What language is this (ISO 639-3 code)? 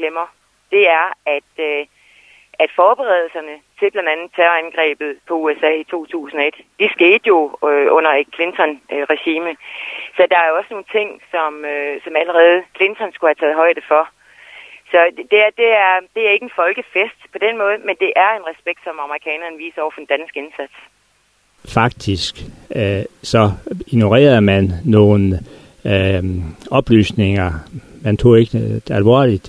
dan